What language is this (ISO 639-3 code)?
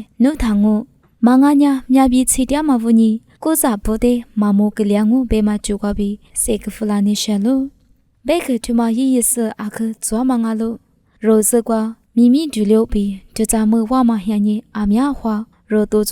lis